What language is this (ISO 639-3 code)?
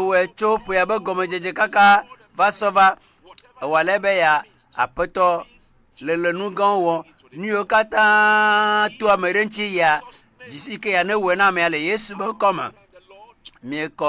ewe